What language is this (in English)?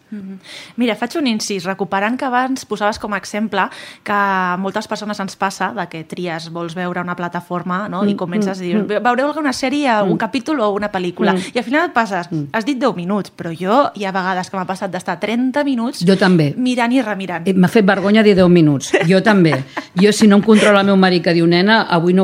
Catalan